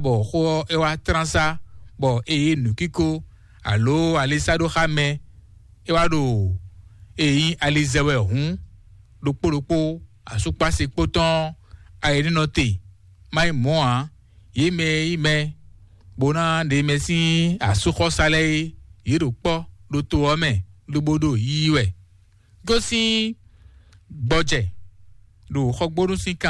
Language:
Fon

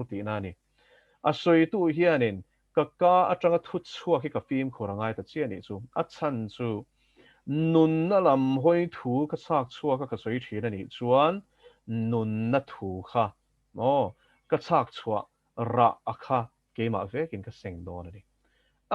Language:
Mizo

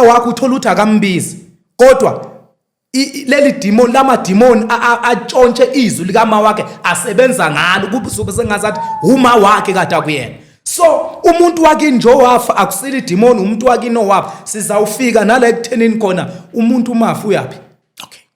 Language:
Zulu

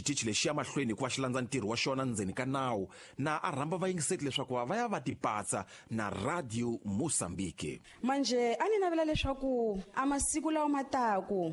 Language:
Tsonga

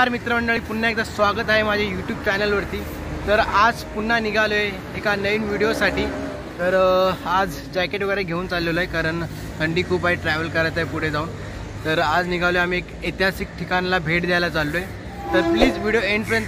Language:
Marathi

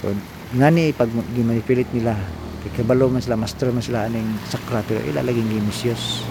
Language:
Cebuano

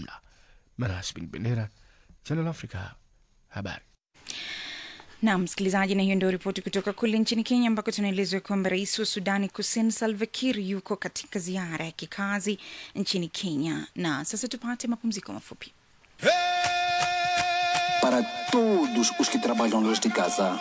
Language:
Swahili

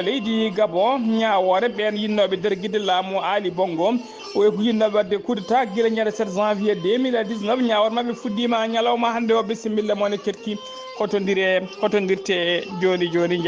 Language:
Fula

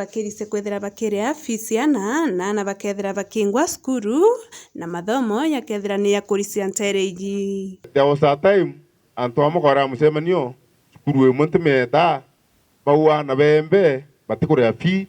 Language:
Meru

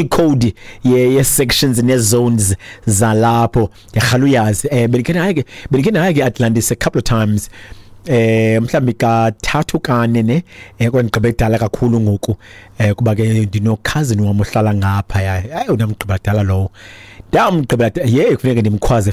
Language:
Xhosa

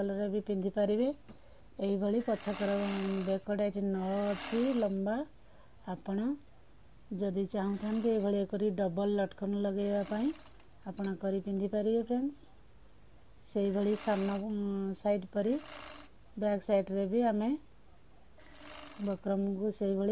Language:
Odia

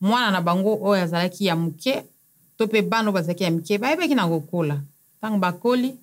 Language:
Lingala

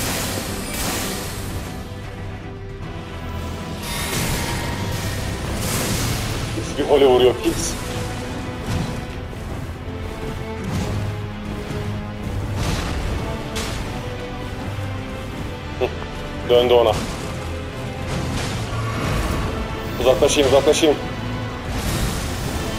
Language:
Turkish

